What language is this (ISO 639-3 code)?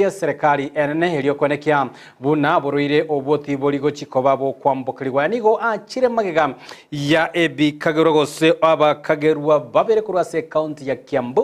guz